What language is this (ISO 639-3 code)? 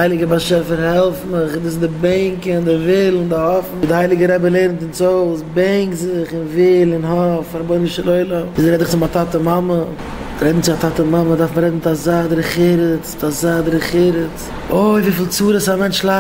yid